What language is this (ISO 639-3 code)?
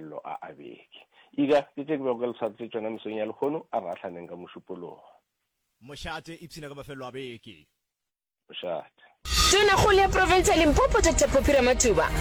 nso